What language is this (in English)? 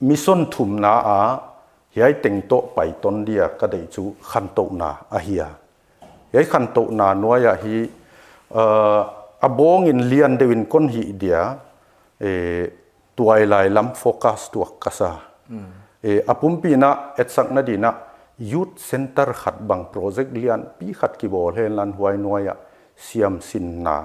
Paite Chin